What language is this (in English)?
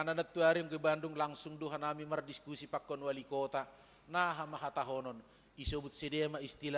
Batak Simalungun